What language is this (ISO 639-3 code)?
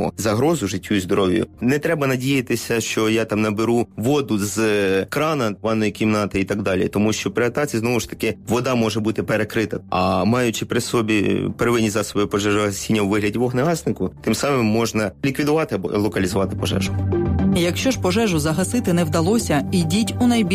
ukr